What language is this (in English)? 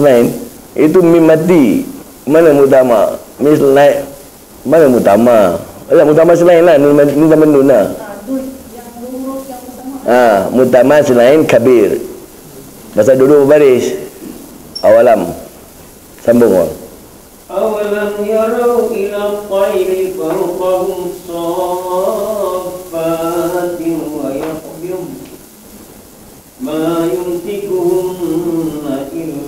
Malay